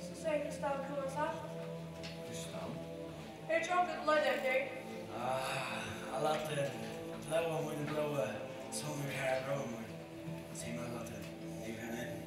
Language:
Faroese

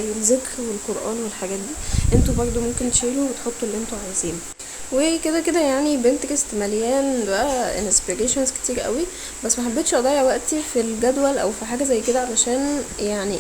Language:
Egyptian Arabic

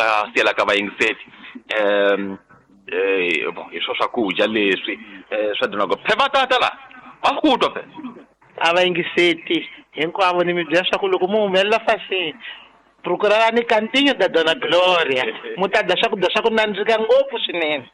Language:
Tsonga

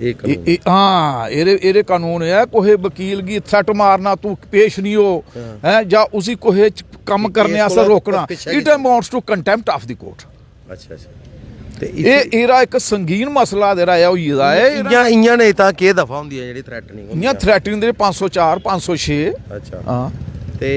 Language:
Dogri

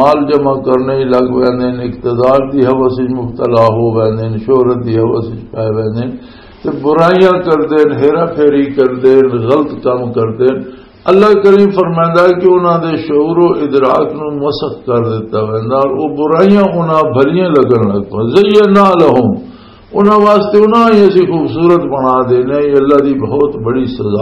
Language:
Western Panjabi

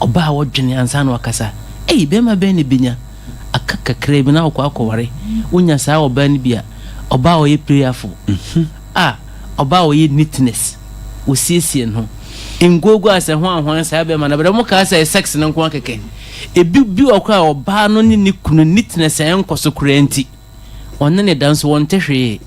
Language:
Akan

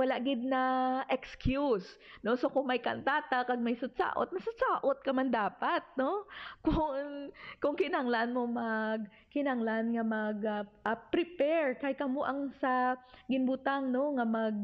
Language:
Hiligaynon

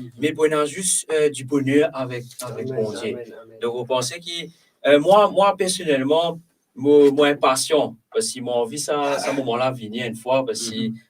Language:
Morisyen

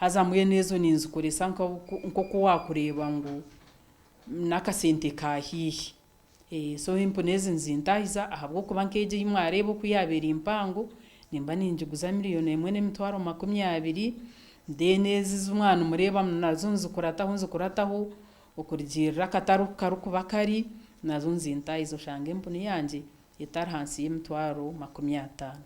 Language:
Nyankole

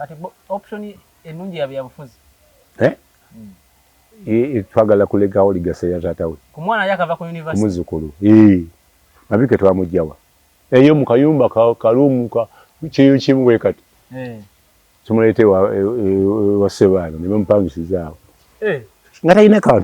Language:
Ganda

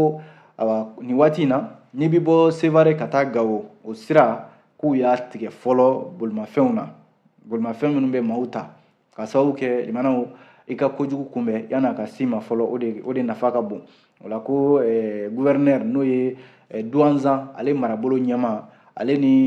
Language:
Bambara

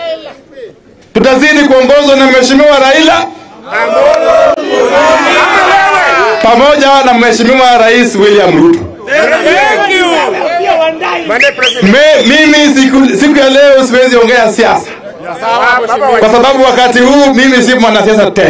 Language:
Swahili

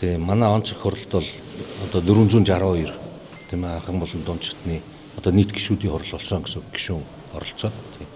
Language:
Mongolian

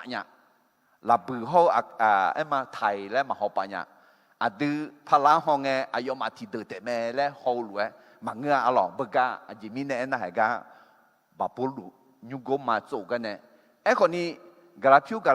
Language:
Akha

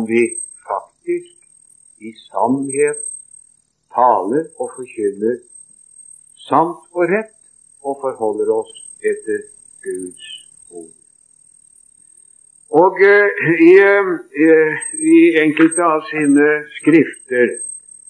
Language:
Norwegian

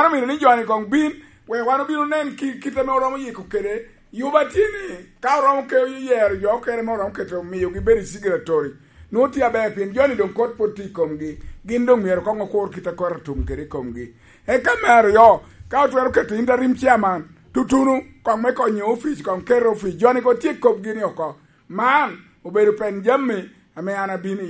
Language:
Lango (Uganda)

